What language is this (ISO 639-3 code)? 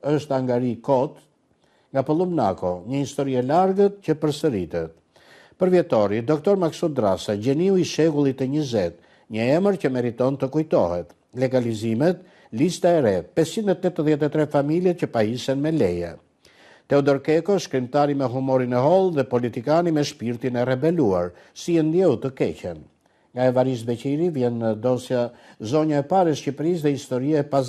sqi